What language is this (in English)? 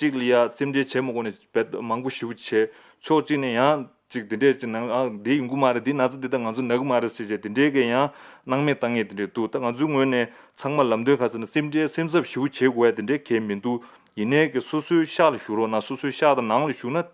Tibetan